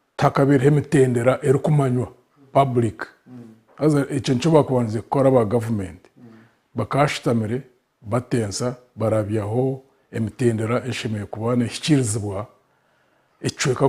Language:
Nyankole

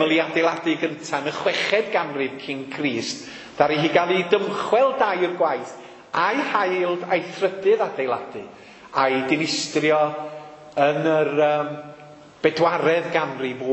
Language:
Welsh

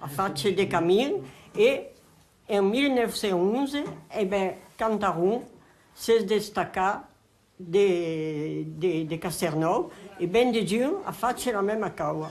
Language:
Occitan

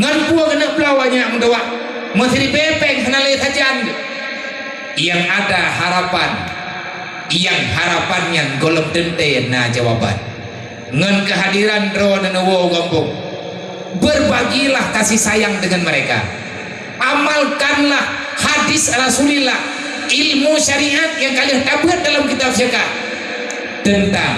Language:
Achinese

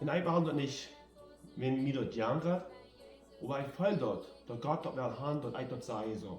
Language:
Plautdietsch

